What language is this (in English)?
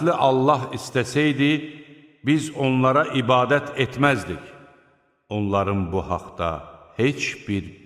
Azerbaijani